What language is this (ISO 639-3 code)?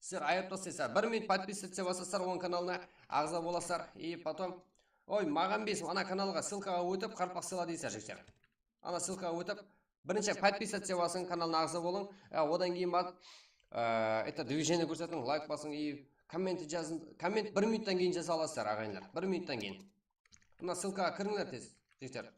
kaa